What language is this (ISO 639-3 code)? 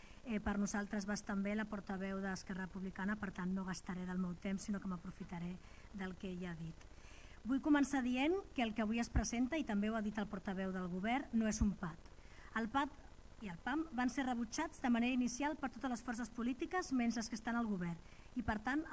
cat